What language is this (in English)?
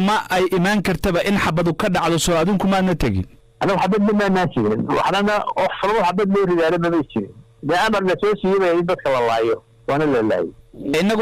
Somali